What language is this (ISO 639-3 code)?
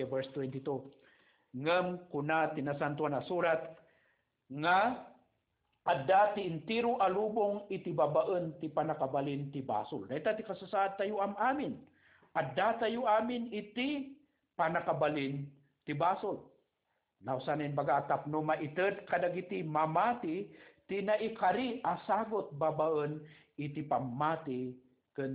ilo